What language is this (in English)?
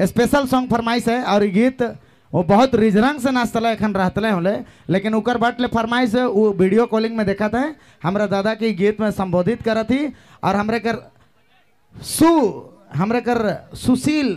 Sadri